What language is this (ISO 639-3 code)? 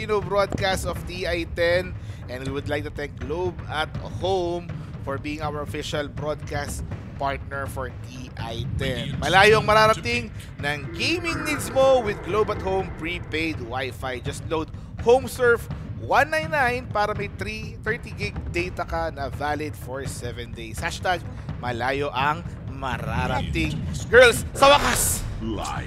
fil